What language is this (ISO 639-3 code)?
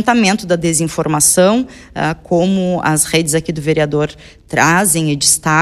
por